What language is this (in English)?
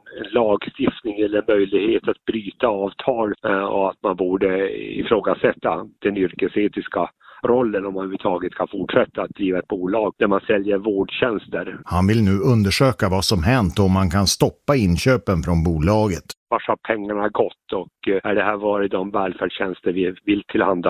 Swedish